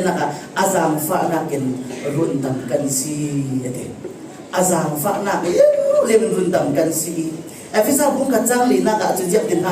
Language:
Falam Chin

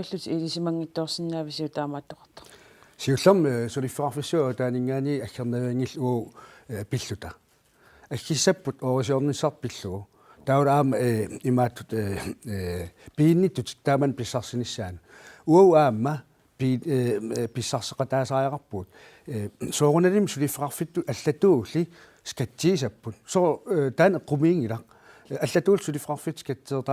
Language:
Kalaallisut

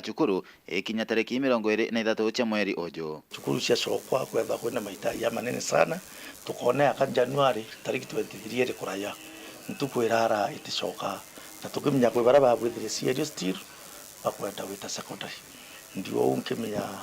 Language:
Meru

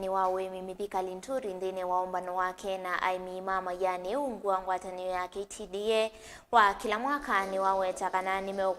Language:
Kamba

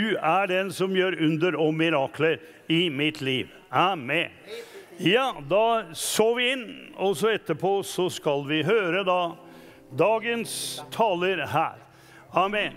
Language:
Norwegian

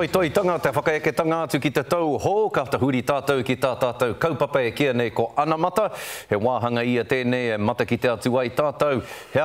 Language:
Māori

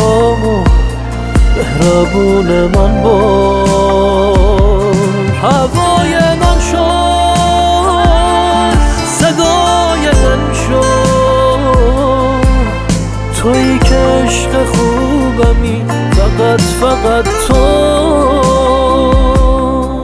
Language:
Persian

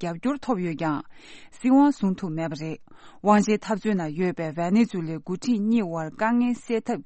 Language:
Tibetan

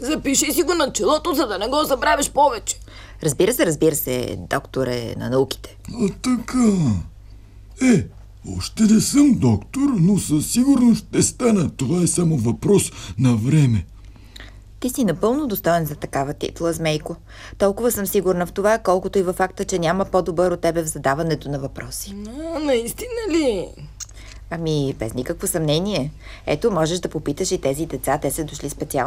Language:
Bulgarian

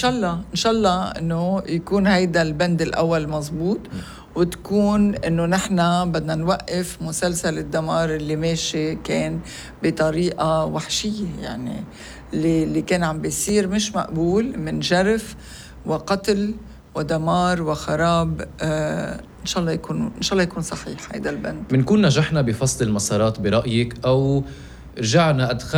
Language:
North Levantine Arabic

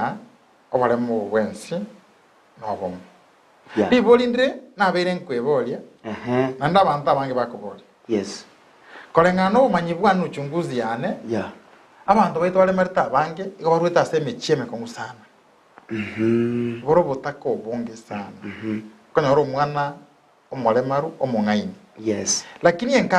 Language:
Gusii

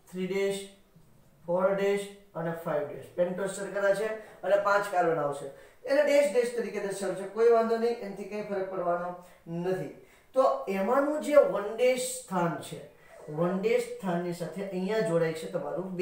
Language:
Gujarati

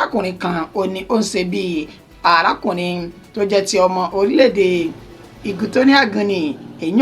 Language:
Yoruba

